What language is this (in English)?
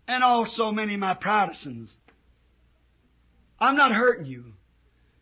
English